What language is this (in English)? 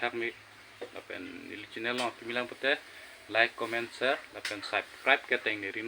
Karbi